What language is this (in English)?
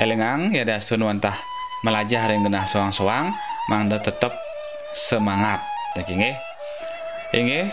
Balinese